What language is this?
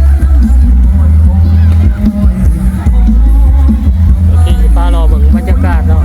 Lao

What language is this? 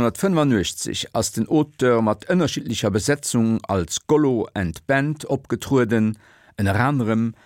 Luxembourgish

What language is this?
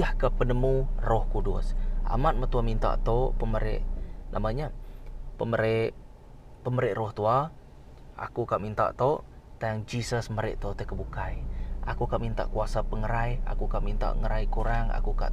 Iban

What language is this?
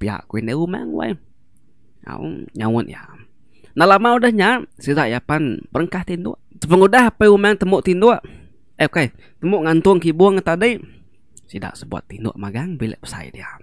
Iban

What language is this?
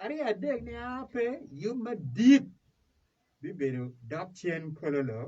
Acoli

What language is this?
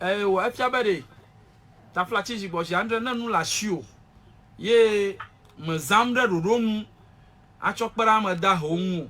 Ewe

